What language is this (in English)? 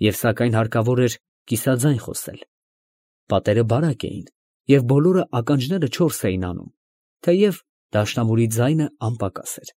Armenian